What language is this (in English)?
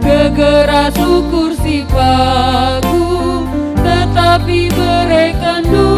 Batak Karo